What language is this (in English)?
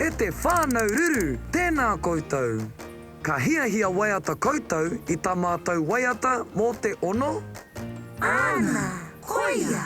Māori